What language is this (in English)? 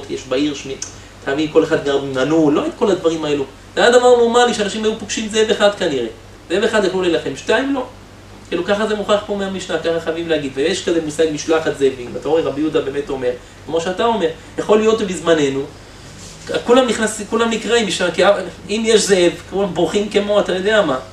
Hebrew